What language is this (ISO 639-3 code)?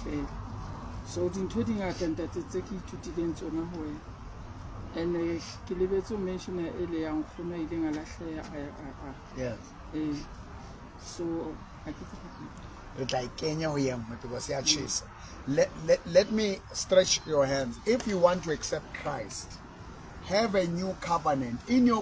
sot